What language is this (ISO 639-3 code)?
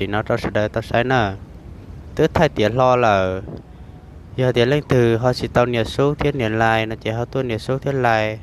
hmn